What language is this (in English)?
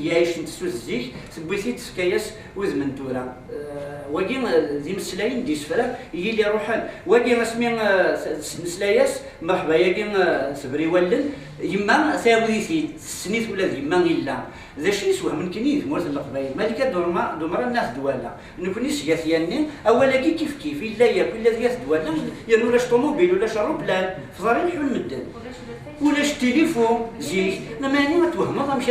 Kabyle